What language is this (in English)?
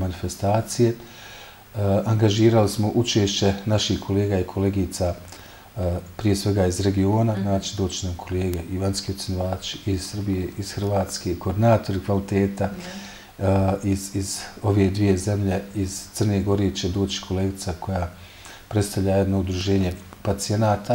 Bosnian